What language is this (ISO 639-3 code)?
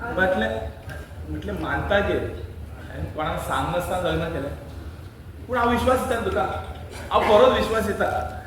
kok